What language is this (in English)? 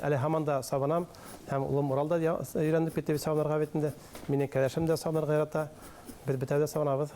Bashkir